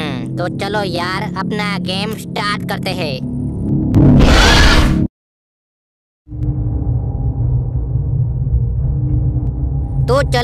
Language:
Hindi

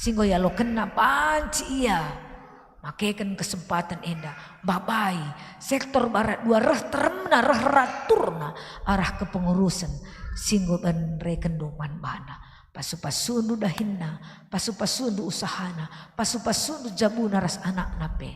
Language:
Batak Karo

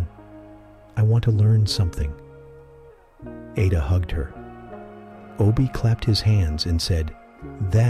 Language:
English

